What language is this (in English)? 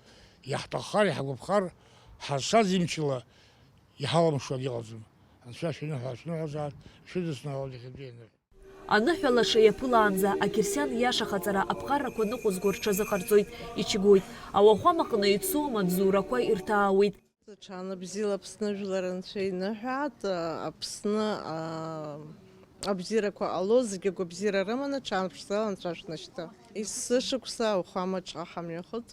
Abkhazian